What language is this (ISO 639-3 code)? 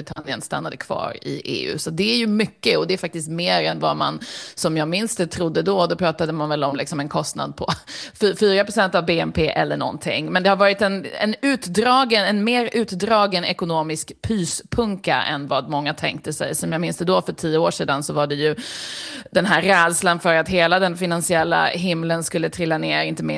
swe